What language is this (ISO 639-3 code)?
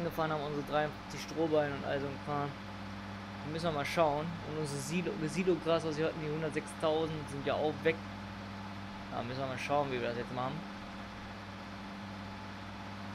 deu